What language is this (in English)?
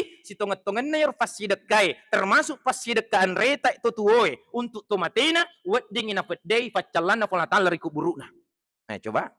Buginese